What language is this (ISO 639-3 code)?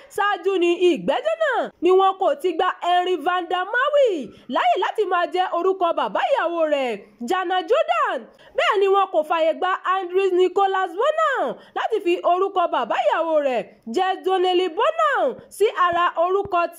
yor